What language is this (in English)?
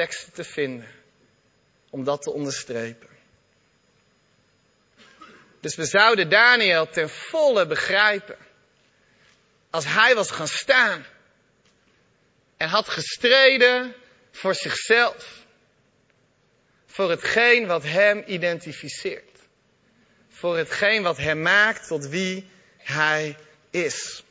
Dutch